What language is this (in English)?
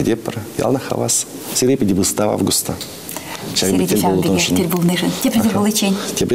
Chuvash